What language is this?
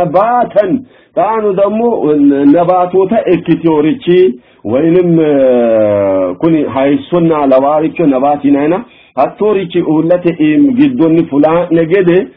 Sidamo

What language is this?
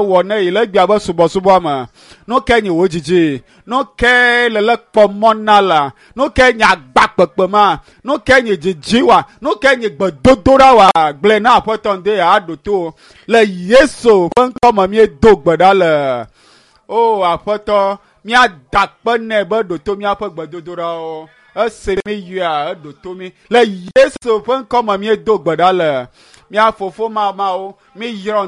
Ewe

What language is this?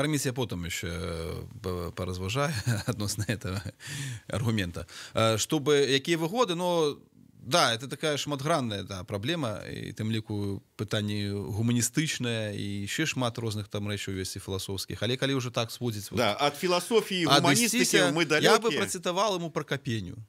Belarusian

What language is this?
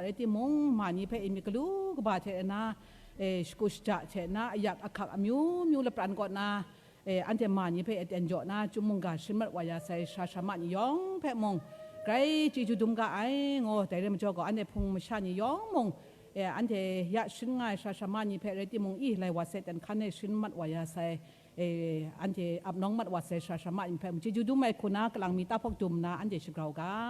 Kachin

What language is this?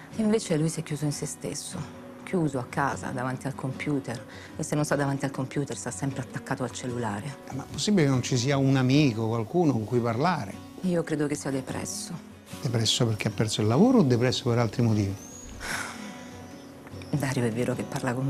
Italian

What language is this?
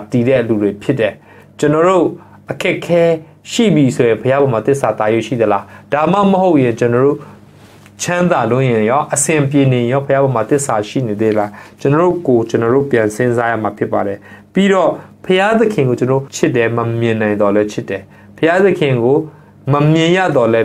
Burmese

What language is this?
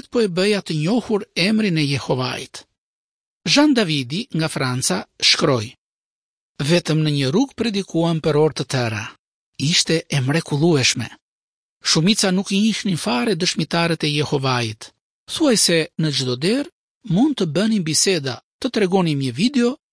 Albanian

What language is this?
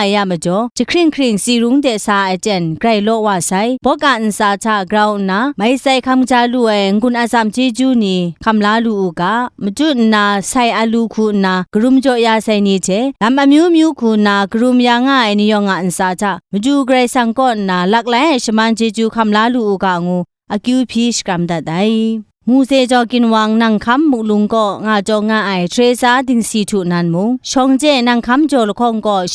Kachin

